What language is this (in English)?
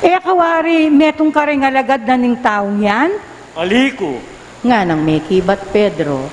Pampanga